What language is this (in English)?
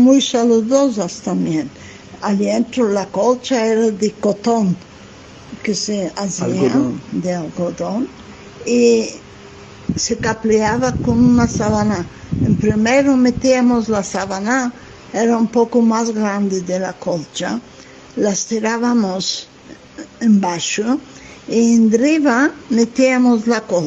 Ladino